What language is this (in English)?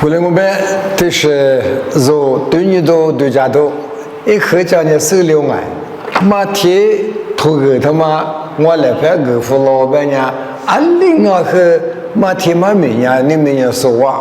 Lisu